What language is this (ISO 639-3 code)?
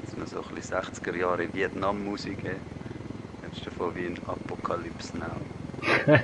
gsw